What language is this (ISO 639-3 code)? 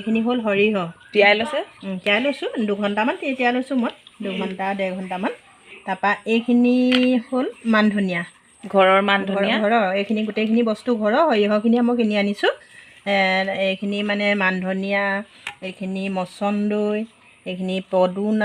asm